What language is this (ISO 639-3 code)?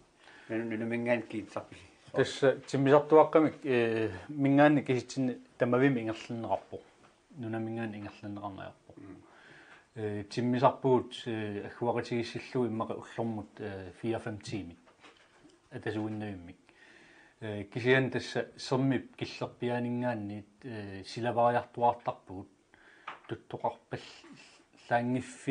kal